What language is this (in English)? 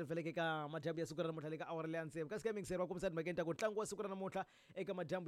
Tsonga